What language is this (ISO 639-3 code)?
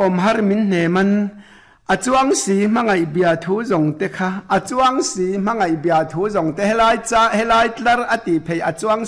lus